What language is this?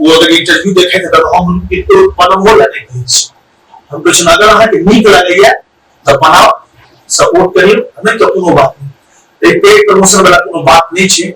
Maithili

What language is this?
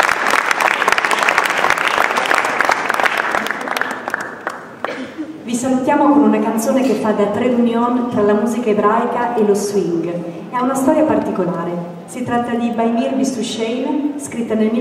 Italian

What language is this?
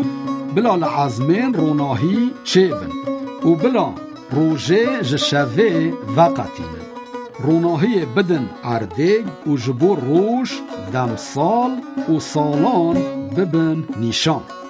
Kurdish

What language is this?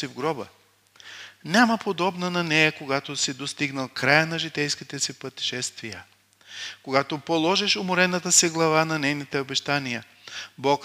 Bulgarian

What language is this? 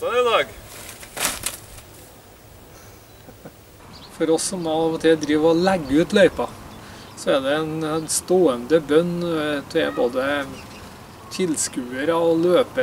Norwegian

